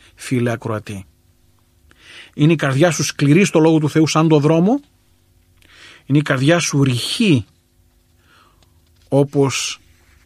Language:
Greek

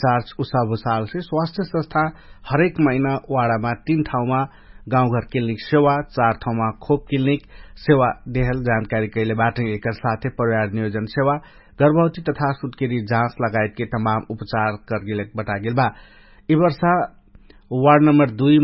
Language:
Dangaura Tharu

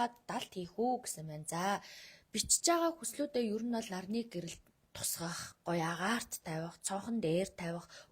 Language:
Mongolian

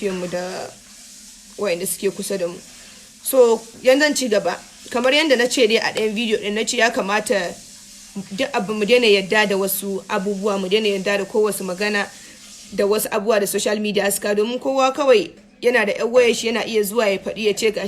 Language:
Hausa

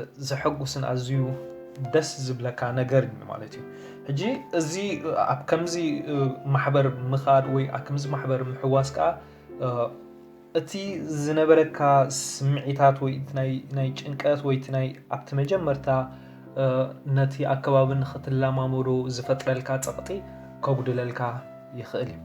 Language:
Tigrinya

